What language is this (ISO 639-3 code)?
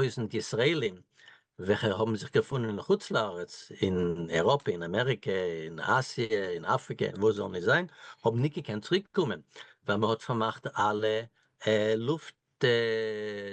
yid